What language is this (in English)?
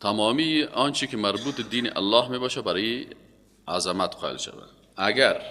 Persian